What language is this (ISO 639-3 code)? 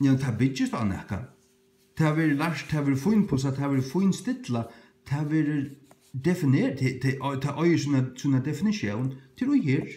fao